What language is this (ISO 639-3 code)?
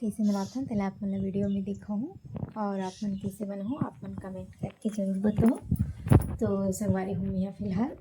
hne